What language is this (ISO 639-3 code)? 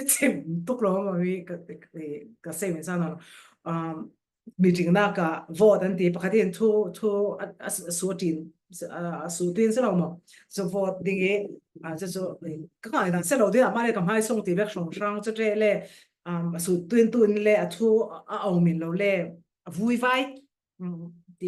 cfm